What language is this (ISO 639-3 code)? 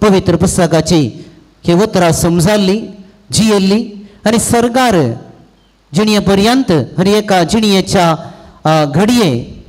kok